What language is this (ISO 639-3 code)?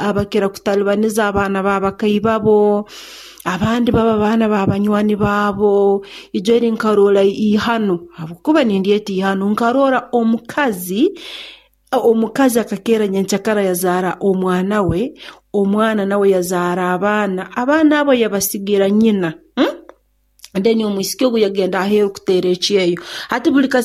nyo